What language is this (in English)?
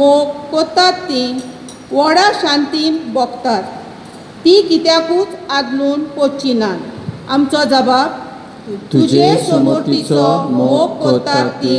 Konkani